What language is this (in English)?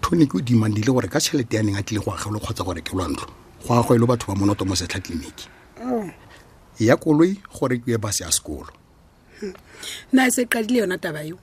Tswana